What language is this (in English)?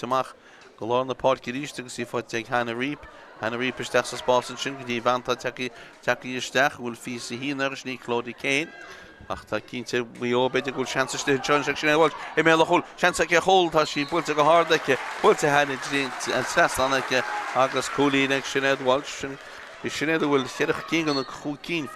Irish